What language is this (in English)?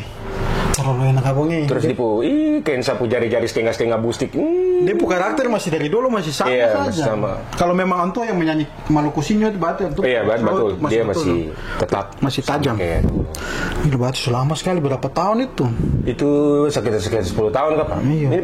Ambonese Malay